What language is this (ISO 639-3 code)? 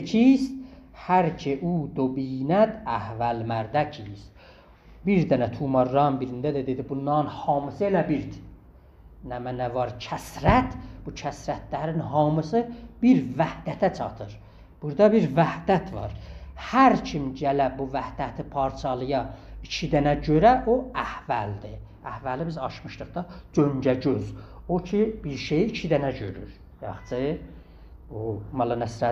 azb